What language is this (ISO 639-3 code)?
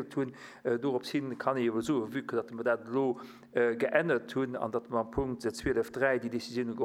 ltz